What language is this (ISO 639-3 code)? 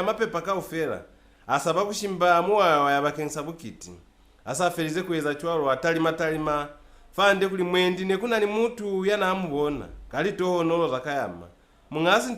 loz